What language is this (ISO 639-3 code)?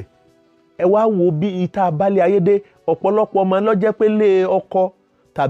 yor